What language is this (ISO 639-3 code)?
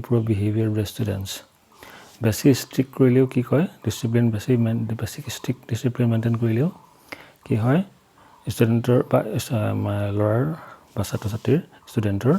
asm